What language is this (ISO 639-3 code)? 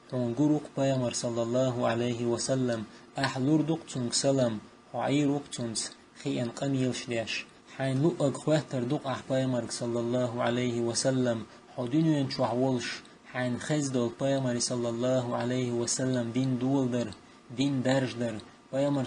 che